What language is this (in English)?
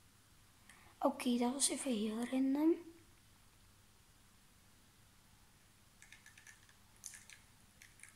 Dutch